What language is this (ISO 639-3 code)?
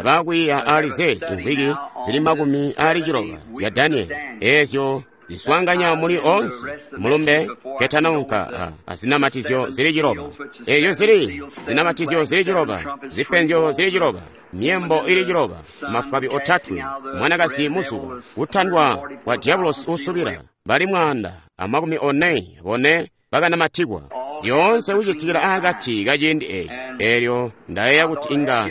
toi